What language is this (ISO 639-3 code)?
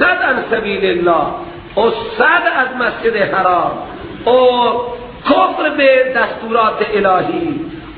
fas